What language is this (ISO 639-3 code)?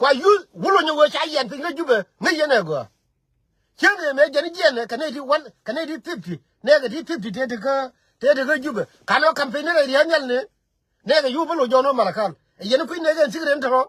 nus